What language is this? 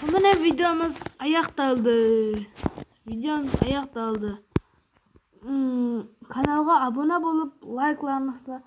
Kara-Kalpak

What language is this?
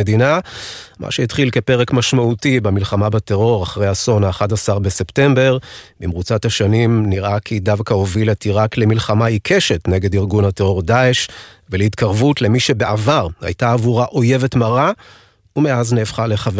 Hebrew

